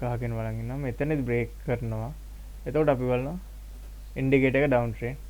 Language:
Sinhala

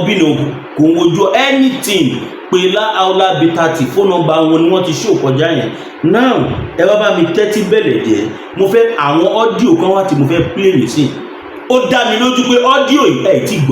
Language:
Yoruba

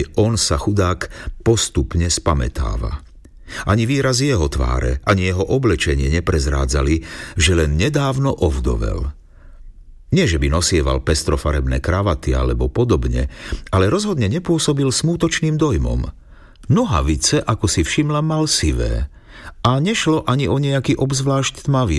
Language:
Slovak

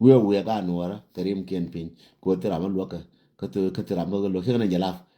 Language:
Nuer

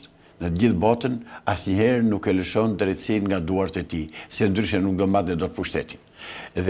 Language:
Albanian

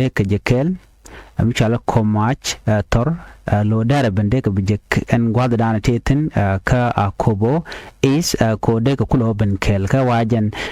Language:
Nuer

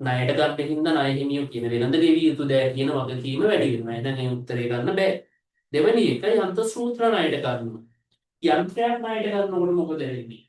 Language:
Sinhala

